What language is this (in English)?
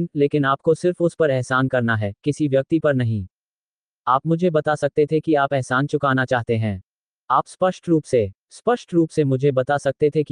Hindi